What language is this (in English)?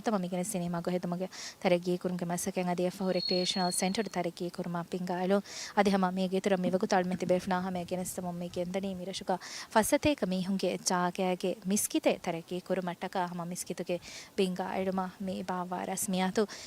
Divehi